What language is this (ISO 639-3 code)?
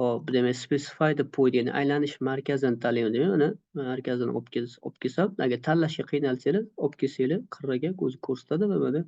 uzb